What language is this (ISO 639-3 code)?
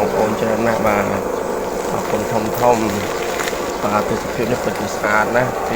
khm